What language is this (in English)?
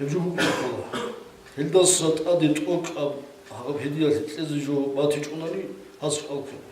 Avaric